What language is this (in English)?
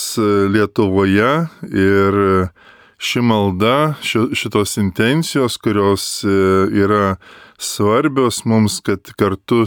Lithuanian